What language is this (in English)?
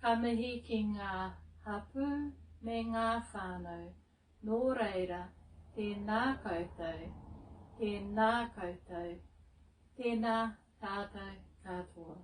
Māori